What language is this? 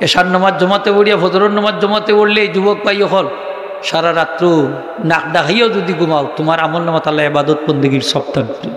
Sylheti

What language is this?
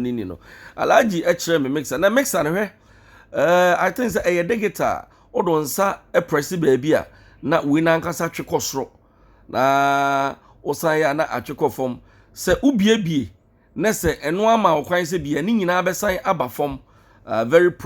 Akan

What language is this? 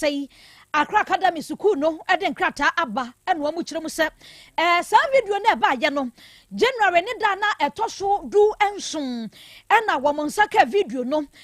Akan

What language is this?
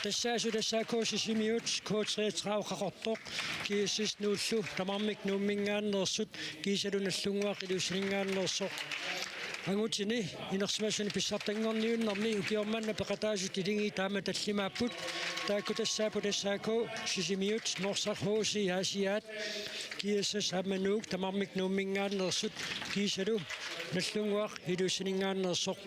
Kalaallisut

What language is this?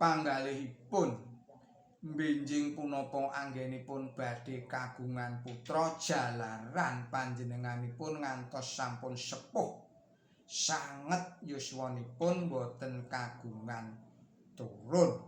Javanese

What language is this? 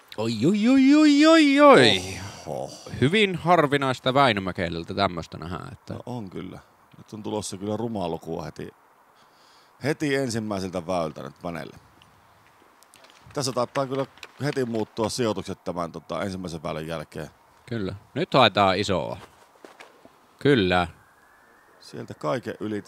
Finnish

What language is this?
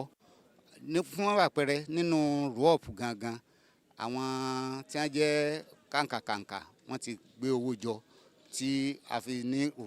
Yoruba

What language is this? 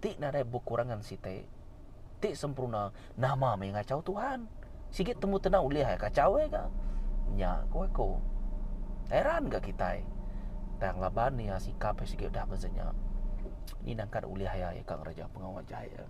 Iban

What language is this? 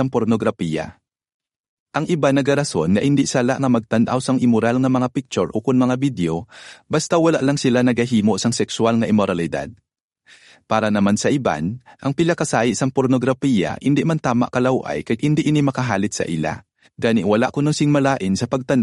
Hiligaynon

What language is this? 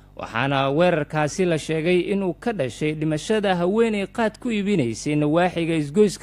Somali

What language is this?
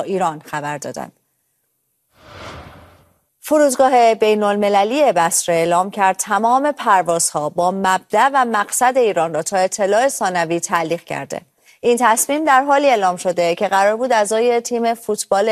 Persian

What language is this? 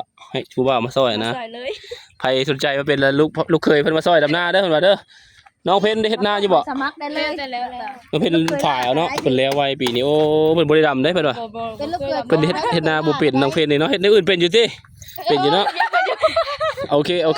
Lao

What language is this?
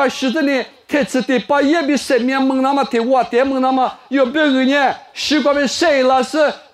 Lisu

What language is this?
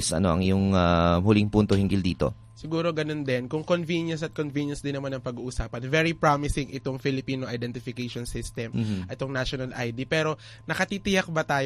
Filipino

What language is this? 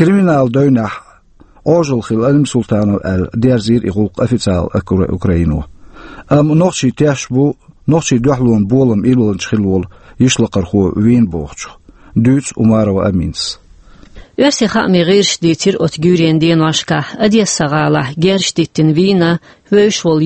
Chechen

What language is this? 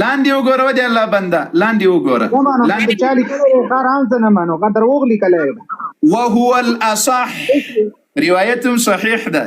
Pashto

